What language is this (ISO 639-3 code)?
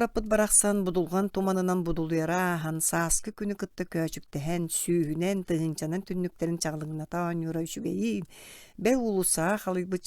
sah